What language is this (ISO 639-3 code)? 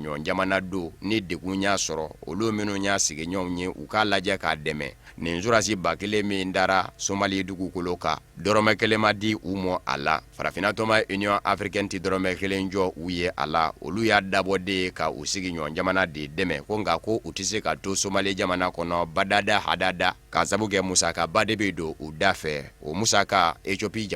bam